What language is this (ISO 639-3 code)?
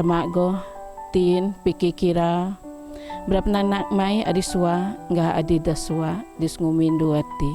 bth